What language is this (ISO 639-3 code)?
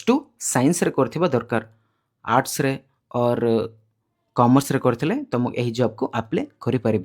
ori